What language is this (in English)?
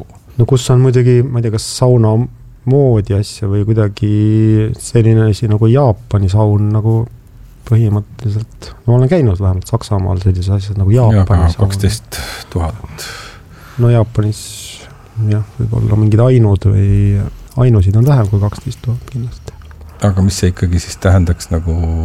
Estonian